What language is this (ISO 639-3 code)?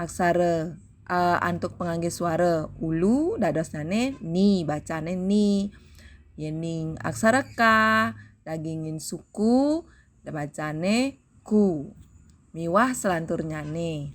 ban